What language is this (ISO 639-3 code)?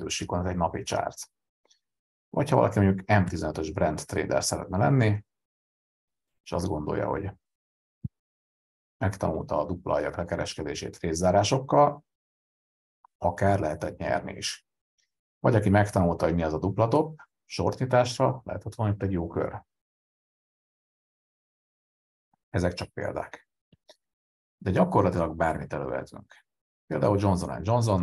hun